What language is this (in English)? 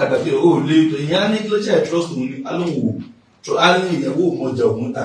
Yoruba